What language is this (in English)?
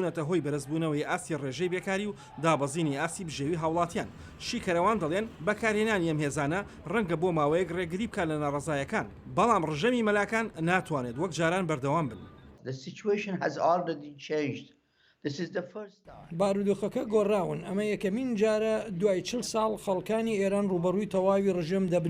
Central Kurdish